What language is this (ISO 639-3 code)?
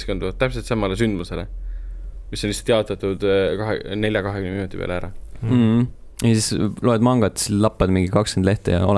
est